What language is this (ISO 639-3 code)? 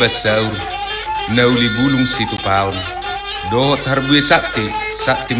bbc